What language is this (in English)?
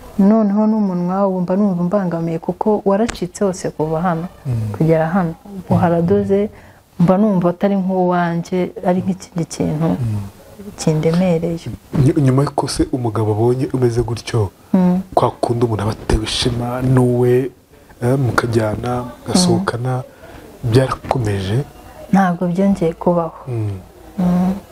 Kinyarwanda